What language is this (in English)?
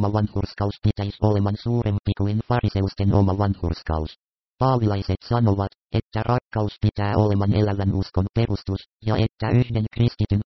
Finnish